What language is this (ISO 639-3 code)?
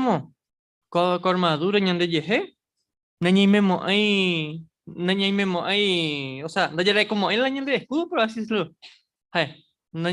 grn